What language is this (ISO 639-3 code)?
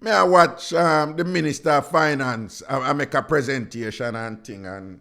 jam